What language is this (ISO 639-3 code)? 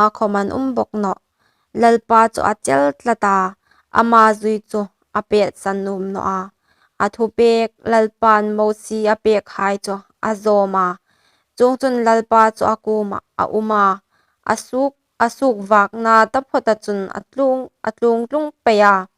hmr